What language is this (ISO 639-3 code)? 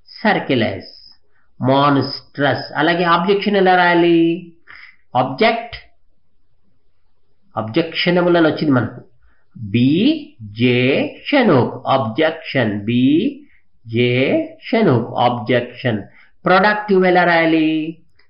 tel